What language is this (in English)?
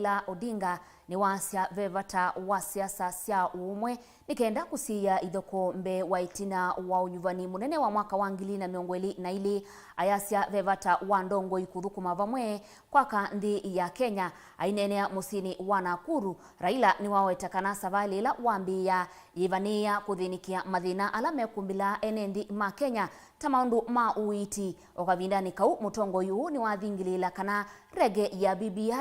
Kamba